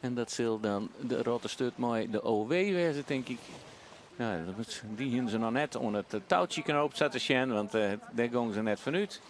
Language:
Western Frisian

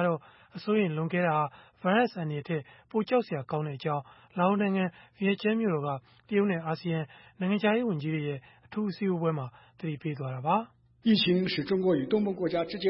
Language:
Burmese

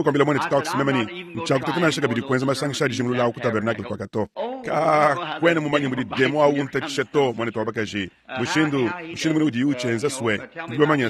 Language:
Luba-Lulua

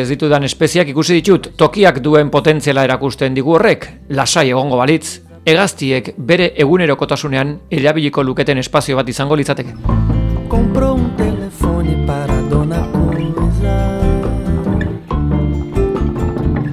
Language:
Basque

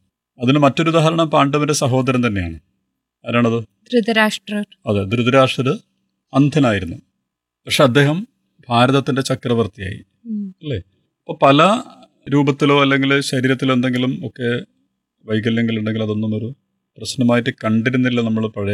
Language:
Malayalam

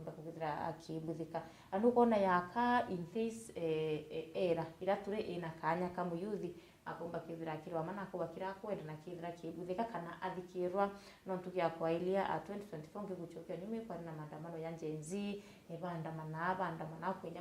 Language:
Meru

